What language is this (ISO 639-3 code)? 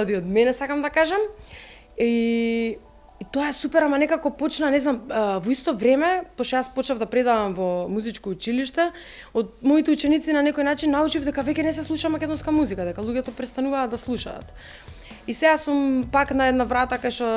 mkd